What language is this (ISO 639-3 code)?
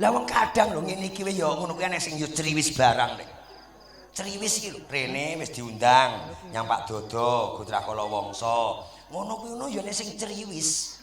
jav